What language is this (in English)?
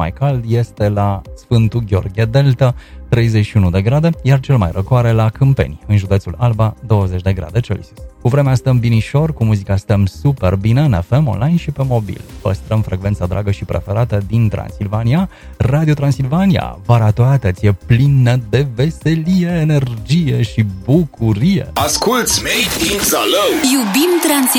Romanian